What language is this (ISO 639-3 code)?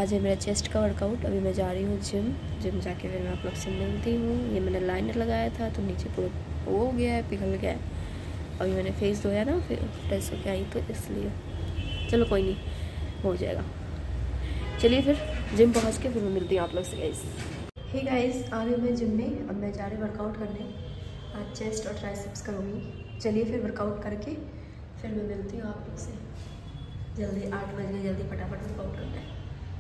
hin